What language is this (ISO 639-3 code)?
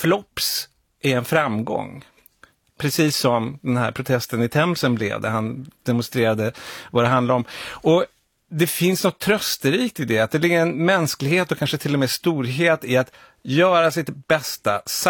swe